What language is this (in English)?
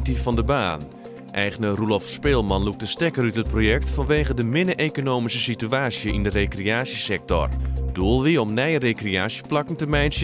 Western Frisian